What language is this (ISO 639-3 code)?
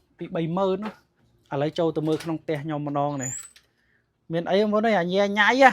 khm